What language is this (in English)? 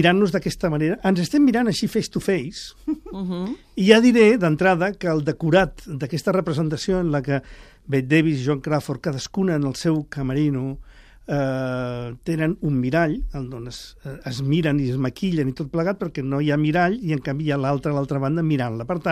Catalan